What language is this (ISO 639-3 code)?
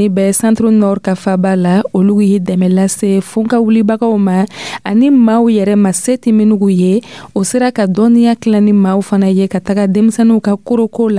dyu